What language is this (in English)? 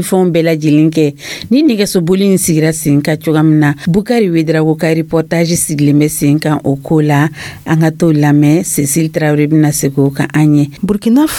Dyula